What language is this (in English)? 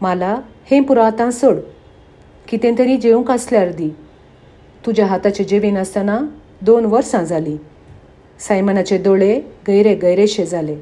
Konkani